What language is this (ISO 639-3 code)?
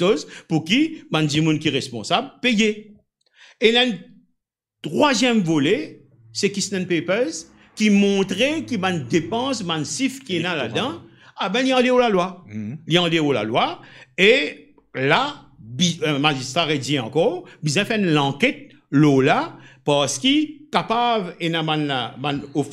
mfe